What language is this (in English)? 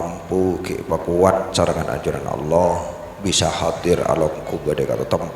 Madurese